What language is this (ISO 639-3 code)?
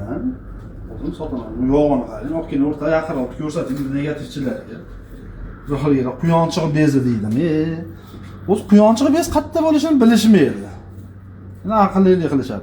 uzb